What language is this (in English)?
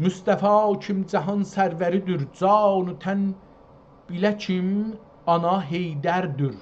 South Azerbaijani